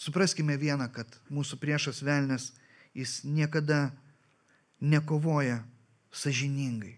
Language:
Lithuanian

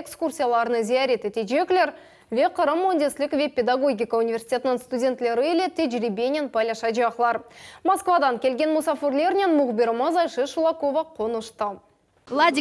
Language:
Crimean Tatar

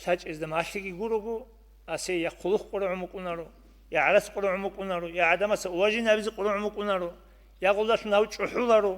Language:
Avaric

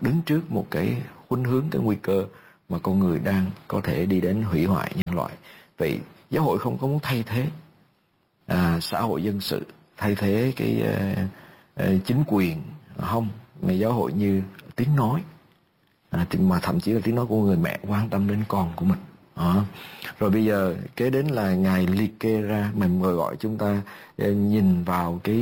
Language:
Vietnamese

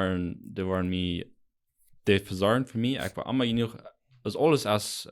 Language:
Plautdietsch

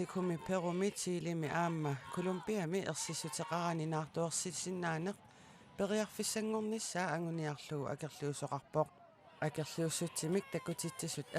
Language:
Kalaallisut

